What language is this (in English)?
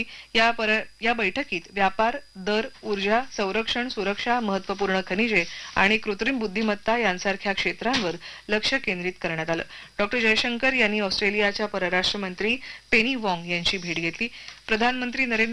Marathi